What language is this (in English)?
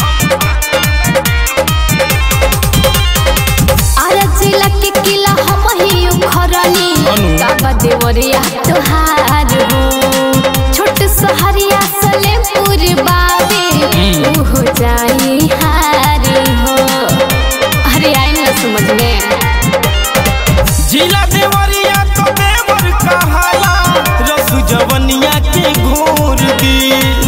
Bhojpuri